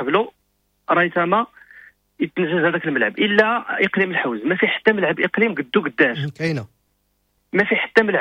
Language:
Moroccan Arabic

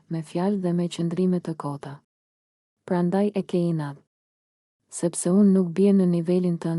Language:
Albanian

